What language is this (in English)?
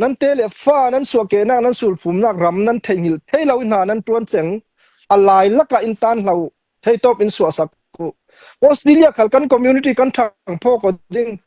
Hakha Chin